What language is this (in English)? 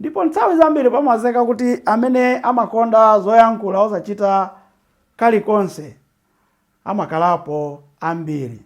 Nyanja